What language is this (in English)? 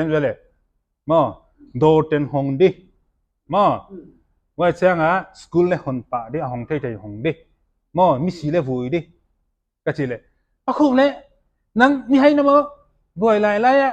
Paite Chin